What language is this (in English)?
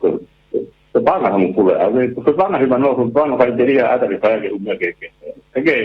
Tongan